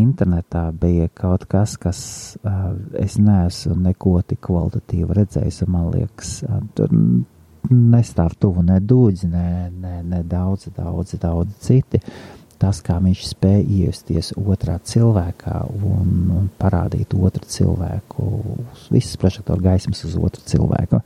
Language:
Latvian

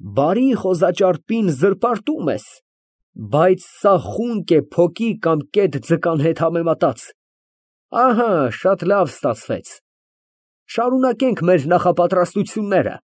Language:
Armenian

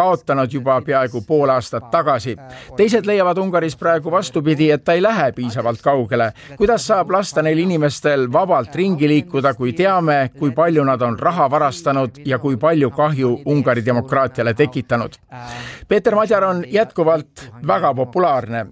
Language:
Estonian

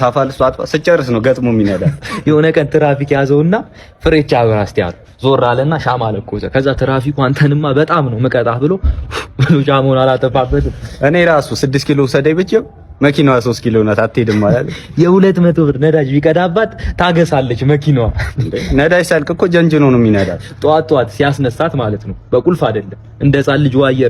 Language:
Amharic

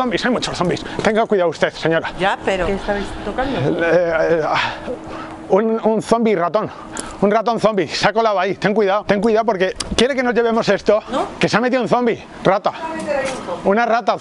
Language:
Spanish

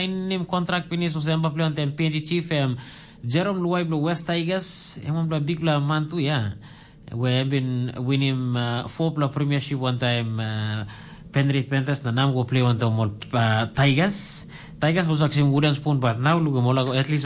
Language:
Tok Pisin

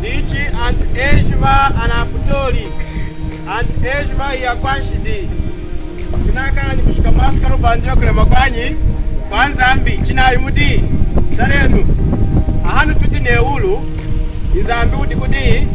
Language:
Lunda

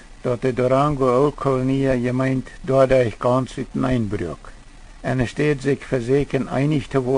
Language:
Plautdietsch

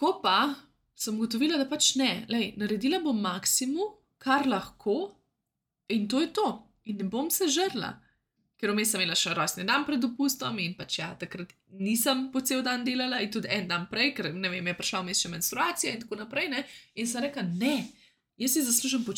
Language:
Slovenian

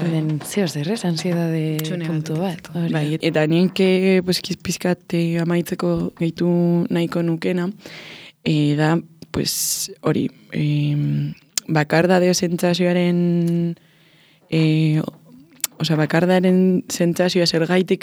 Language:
Basque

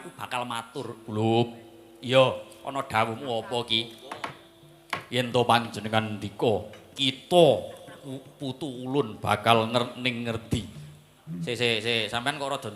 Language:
Javanese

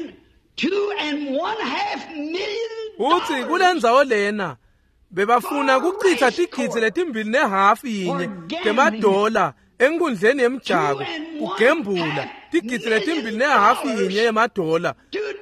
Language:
Swati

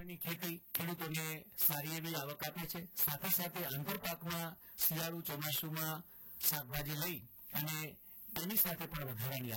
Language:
Gujarati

